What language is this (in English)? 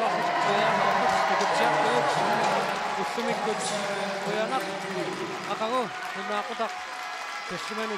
Kalaallisut